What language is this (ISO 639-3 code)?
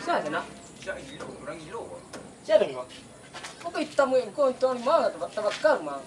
min